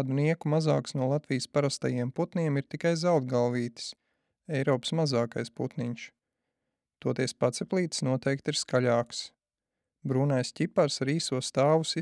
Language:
Latvian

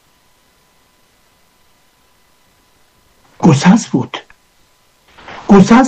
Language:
Persian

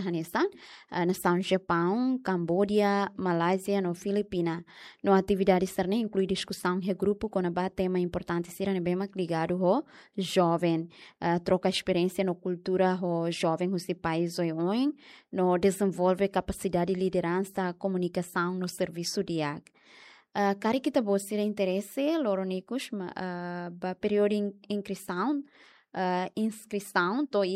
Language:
Tetum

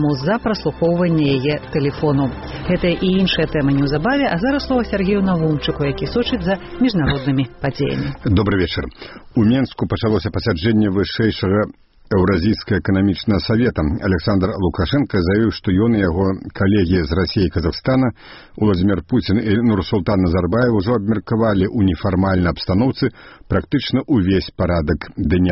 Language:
Belarusian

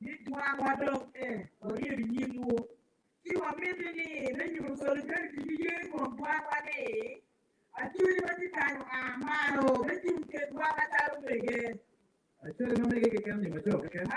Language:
Acoli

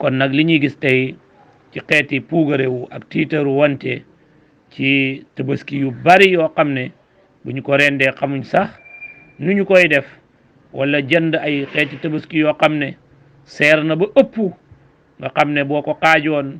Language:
Wolof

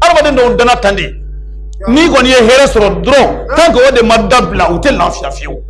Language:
Bambara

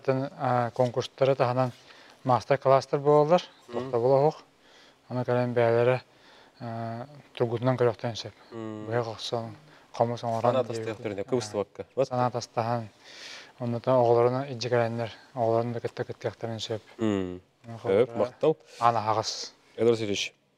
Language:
Yakut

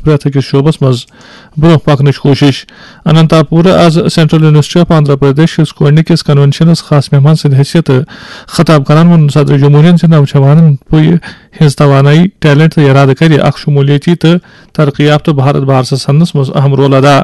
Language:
Kashmiri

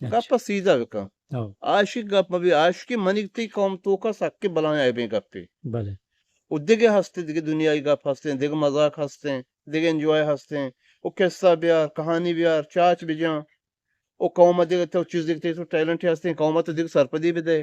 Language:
Eastern Balochi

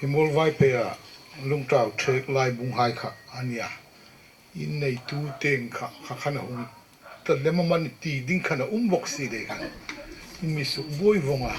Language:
Hmar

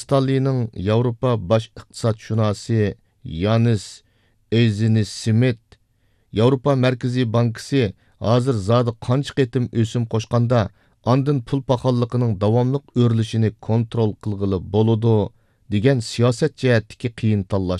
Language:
Uyghur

